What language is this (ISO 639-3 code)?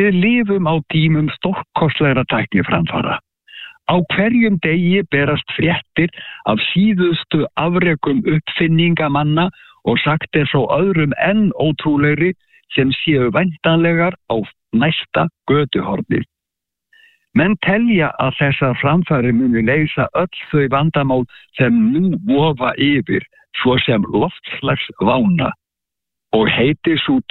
isl